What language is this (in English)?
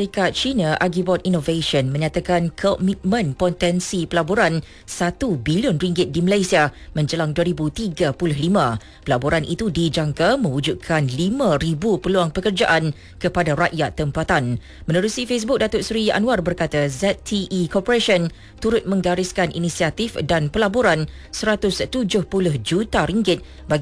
Malay